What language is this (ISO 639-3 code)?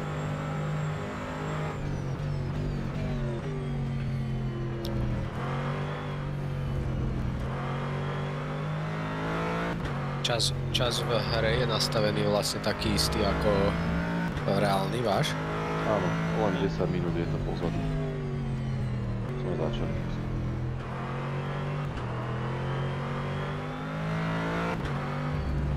slk